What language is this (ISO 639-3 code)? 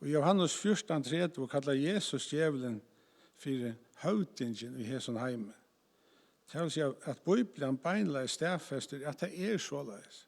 fao